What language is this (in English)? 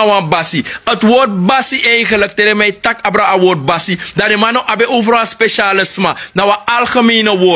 Sranan Tongo